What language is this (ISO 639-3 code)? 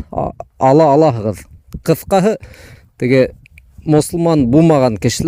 bak